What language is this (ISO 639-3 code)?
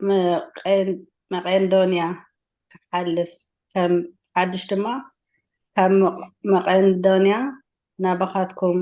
tir